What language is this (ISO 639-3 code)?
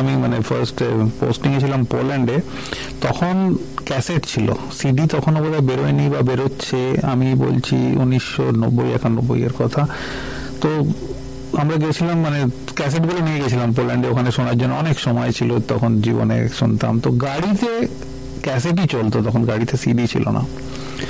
ben